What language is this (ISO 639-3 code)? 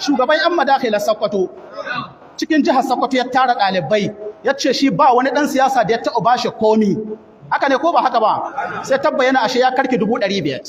hau